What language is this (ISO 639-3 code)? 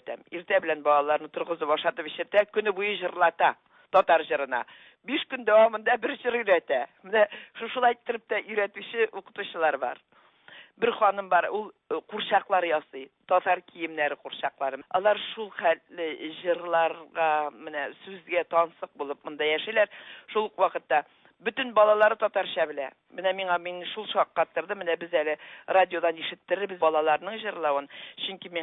tat